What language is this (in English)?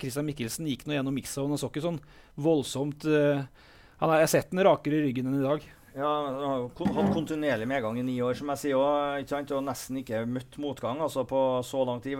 Norwegian